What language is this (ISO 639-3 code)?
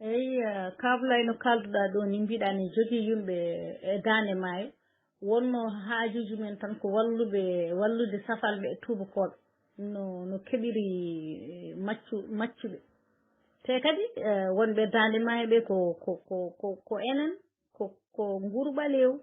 ful